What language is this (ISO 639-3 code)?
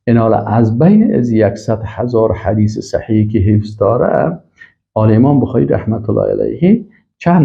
fas